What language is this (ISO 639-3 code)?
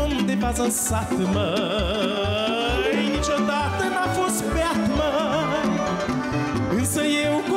ron